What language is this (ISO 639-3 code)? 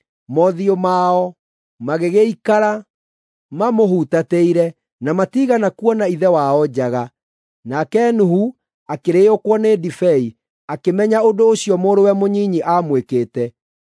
kik